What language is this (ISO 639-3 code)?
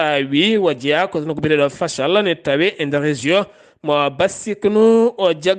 ful